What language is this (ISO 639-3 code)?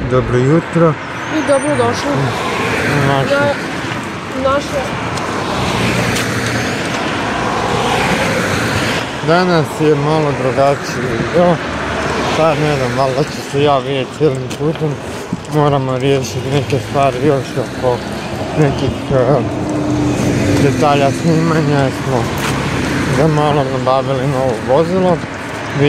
hrv